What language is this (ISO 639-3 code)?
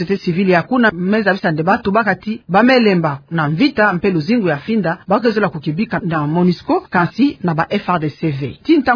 ktu